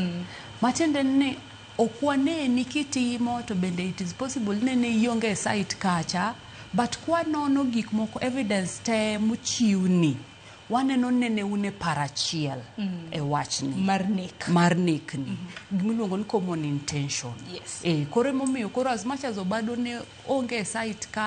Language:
Luo (Kenya and Tanzania)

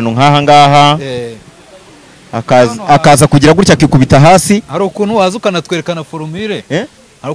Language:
Kinyarwanda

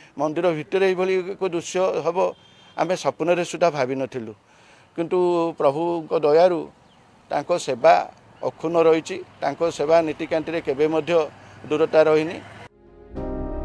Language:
Odia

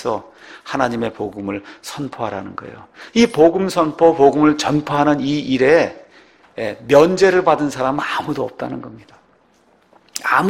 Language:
Korean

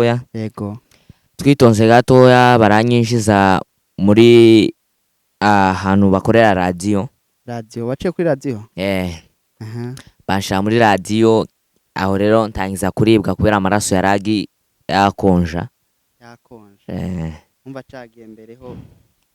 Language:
Rundi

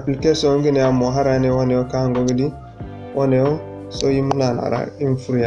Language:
Zarma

